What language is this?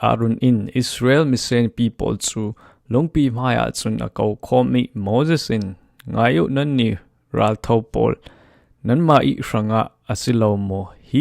Falam Chin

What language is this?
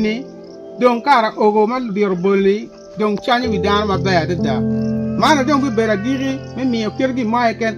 Acoli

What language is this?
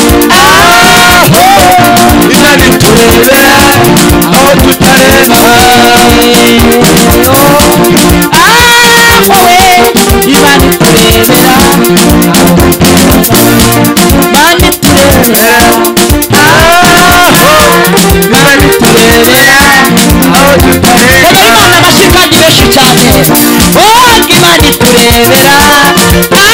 Kinyarwanda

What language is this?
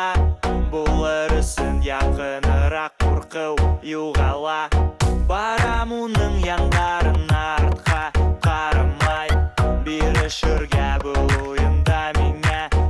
Bashkir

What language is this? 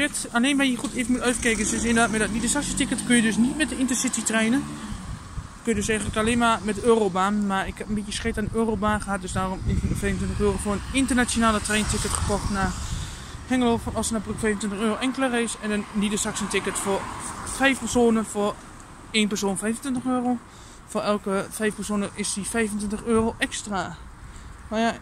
Dutch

